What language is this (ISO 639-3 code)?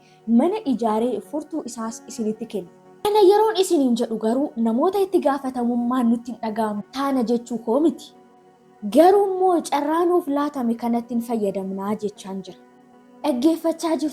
orm